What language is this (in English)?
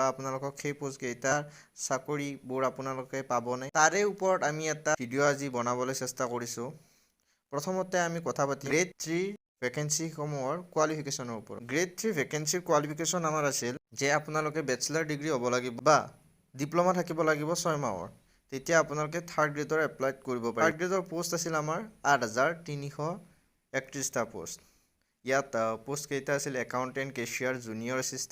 Assamese